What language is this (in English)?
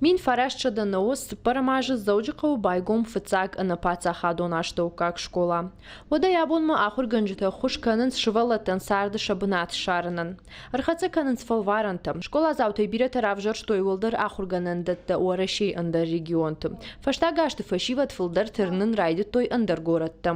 Ossetic